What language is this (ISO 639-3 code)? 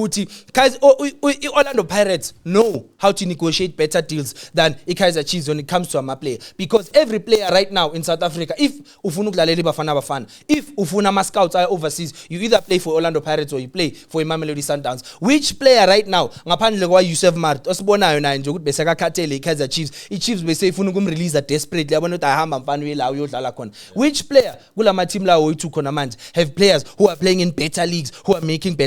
zul